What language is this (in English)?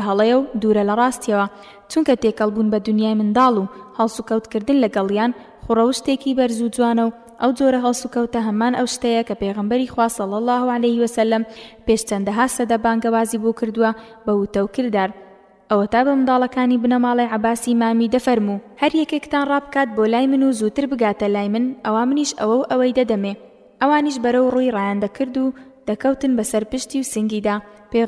Central Kurdish